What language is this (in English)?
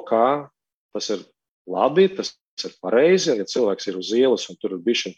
Latvian